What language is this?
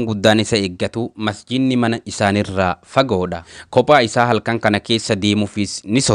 Oromo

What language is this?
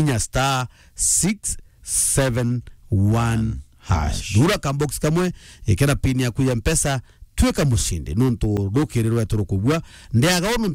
Meru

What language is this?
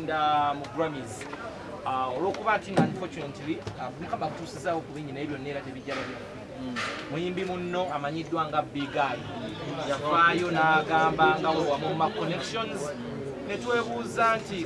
Ganda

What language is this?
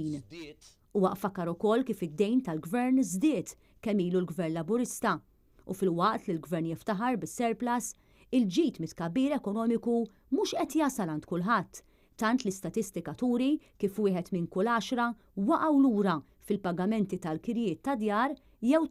Maltese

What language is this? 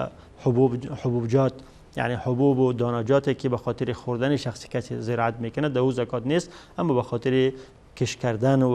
Persian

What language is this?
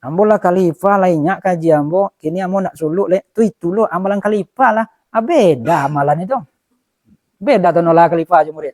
Minangkabau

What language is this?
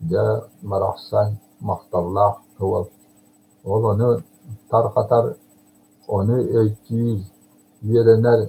Yakut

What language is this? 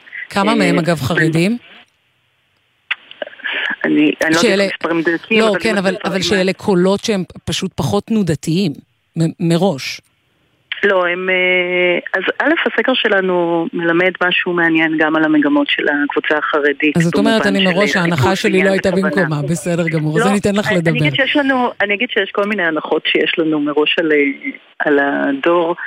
Hebrew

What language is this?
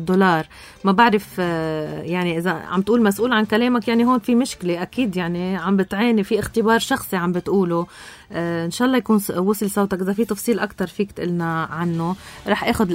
North Levantine Arabic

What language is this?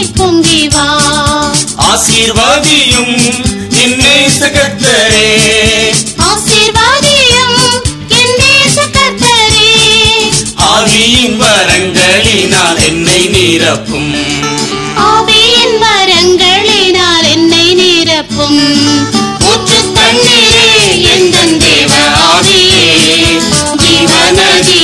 Tamil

